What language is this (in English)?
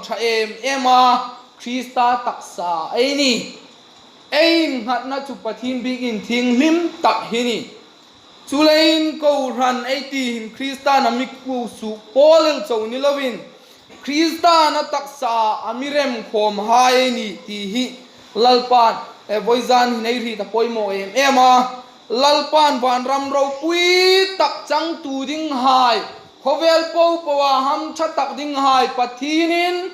Hmar